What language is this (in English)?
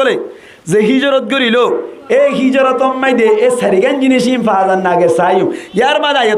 Rohingya